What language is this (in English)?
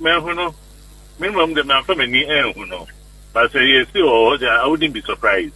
Akan